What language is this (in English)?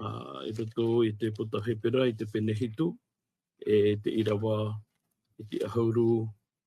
Tahitian